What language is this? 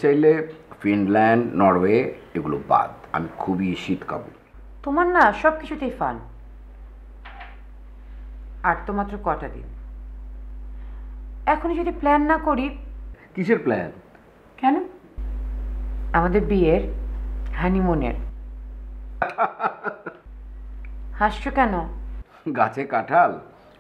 Bangla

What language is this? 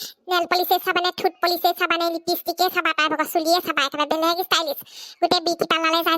Assamese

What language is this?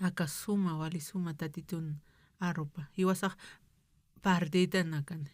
Aymara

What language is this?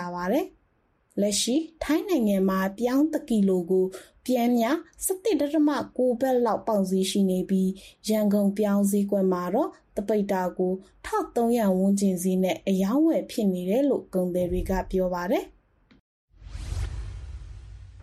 Burmese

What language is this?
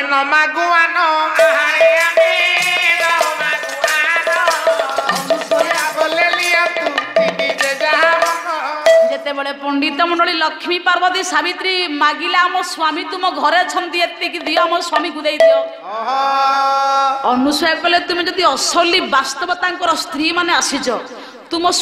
Odia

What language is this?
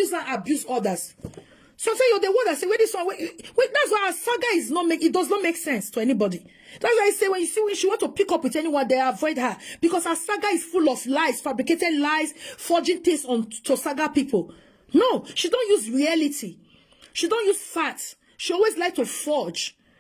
Nigerian Pidgin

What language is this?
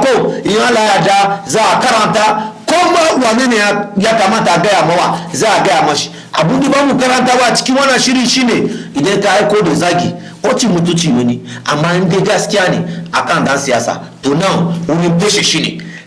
Hausa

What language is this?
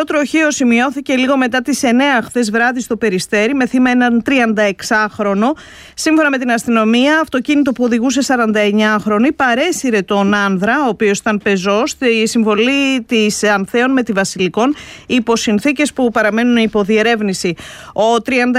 Greek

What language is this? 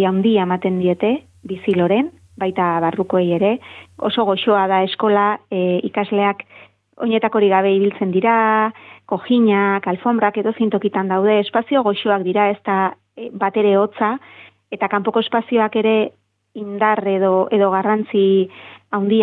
Basque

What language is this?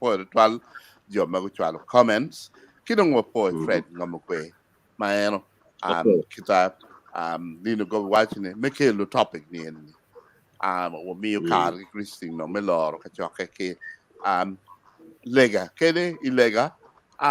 Acoli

